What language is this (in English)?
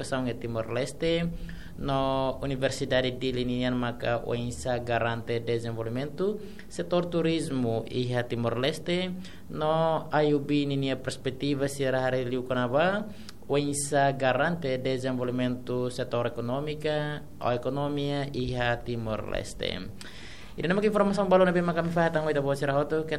Tetum